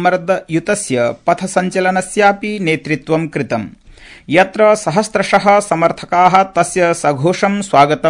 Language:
Sanskrit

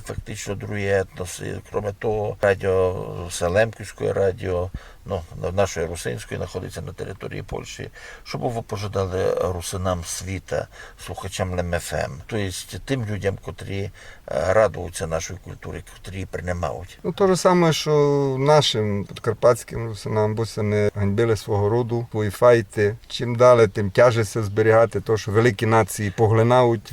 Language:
Rusyn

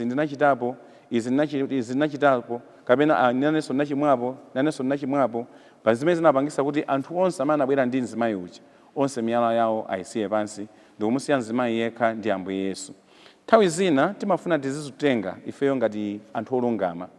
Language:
Nyanja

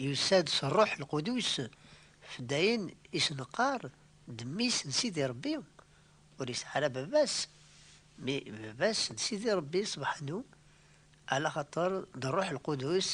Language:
Kabyle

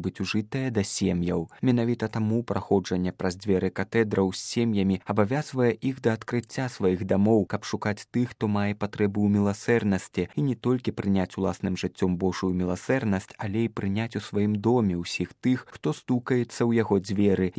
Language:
Belarusian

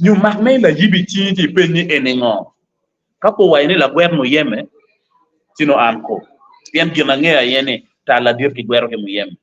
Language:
Acoli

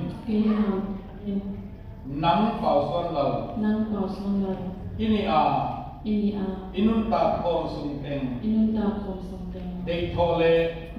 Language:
Tedim Chin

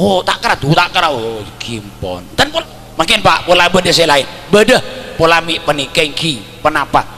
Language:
Madurese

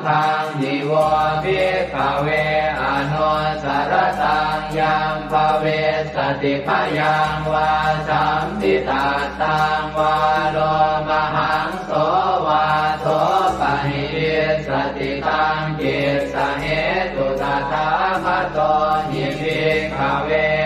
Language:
Pali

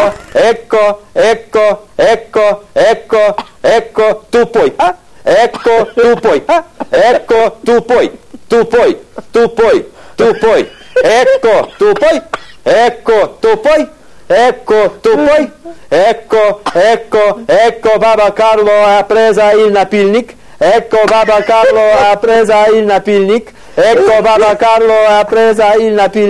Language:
Russian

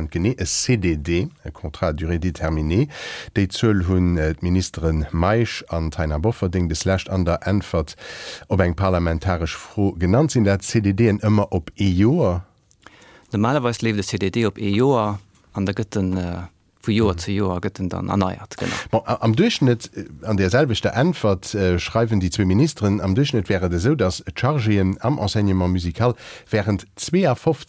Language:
Luxembourgish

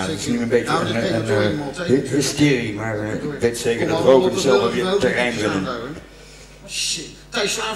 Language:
Dutch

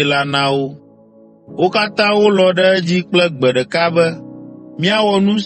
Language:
Ewe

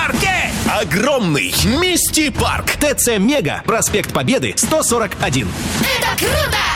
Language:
Russian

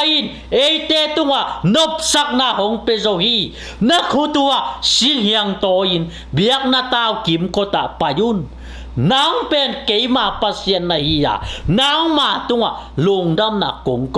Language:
Tedim Chin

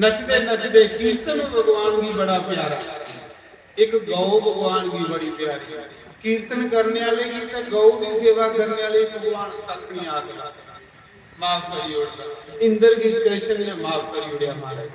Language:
Dogri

